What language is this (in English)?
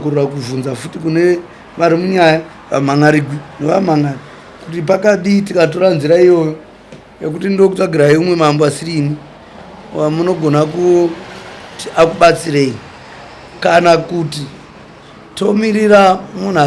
Shona